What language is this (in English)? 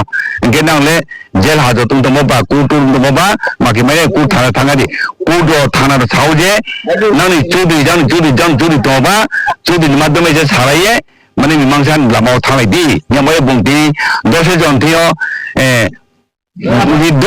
Riang (India)